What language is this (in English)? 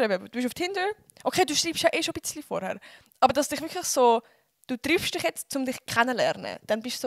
Swiss German